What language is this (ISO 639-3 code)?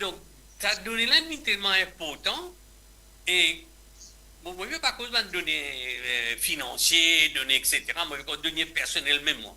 mfe